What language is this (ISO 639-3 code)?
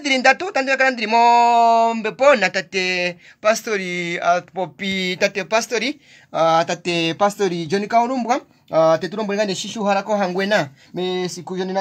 kua